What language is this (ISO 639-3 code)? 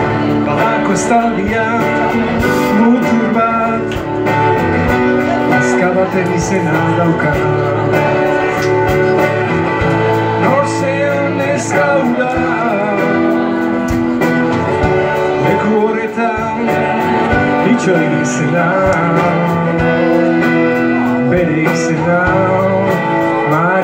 eus